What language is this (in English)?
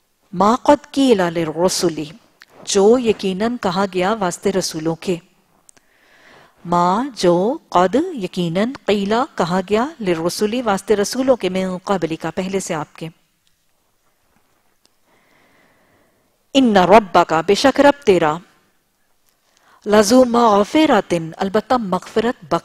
Urdu